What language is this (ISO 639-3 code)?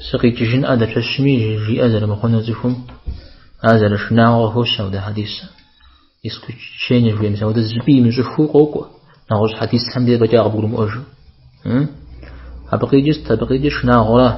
kbd